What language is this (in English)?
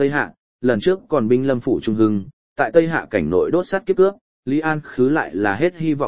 Vietnamese